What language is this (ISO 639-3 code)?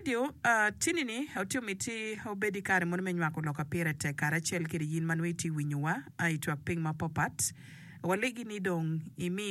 ach